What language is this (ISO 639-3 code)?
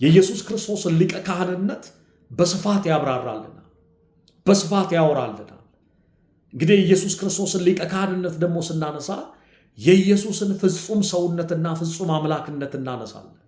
amh